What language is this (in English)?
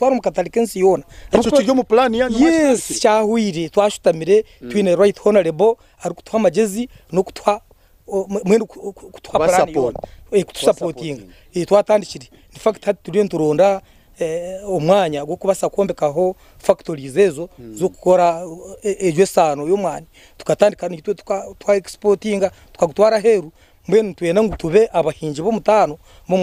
Nyankole